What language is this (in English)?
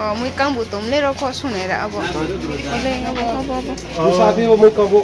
Riang (India)